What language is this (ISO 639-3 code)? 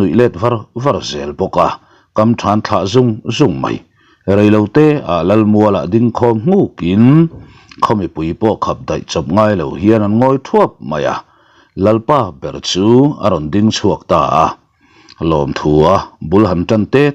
lus